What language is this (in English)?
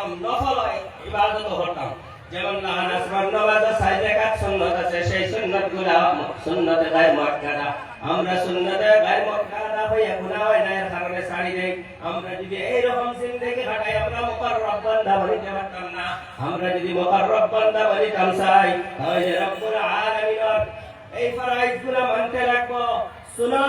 Sylheti